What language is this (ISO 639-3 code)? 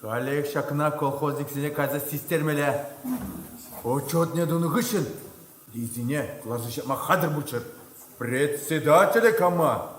chv